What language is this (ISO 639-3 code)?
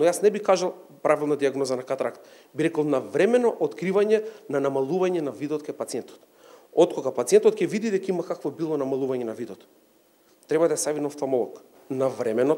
mkd